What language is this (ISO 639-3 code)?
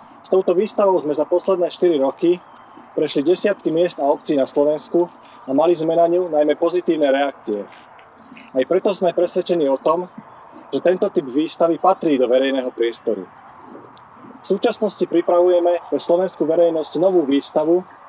slk